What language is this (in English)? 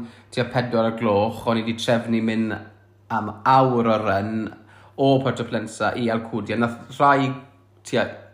Welsh